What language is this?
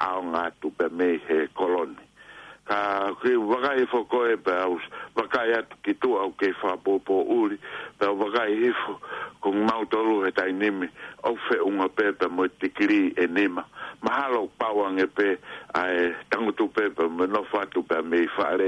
Tongan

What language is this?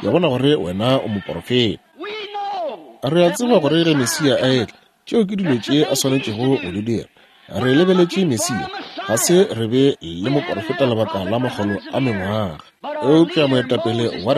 Northern Sotho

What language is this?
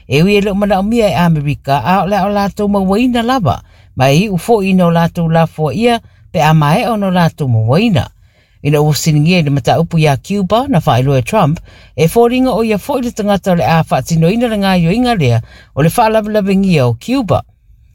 Samoan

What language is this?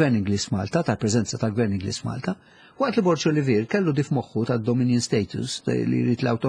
Maltese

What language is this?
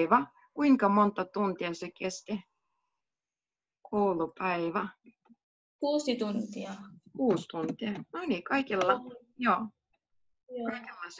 Finnish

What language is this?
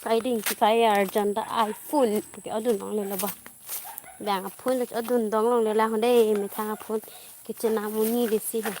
Karbi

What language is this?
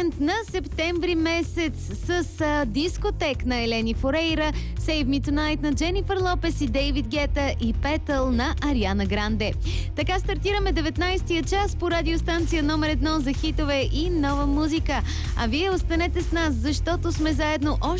Bulgarian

